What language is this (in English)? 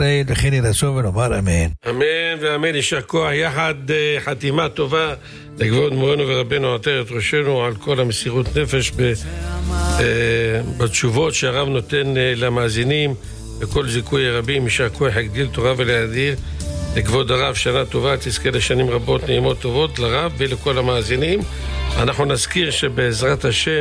Hebrew